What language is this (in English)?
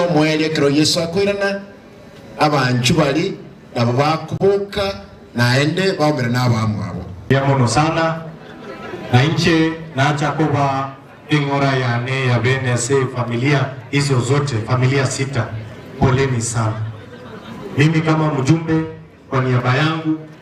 Gusii